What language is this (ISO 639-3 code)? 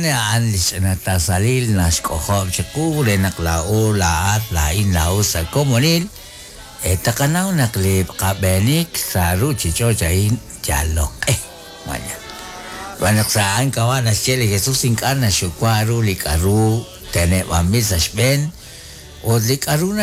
kek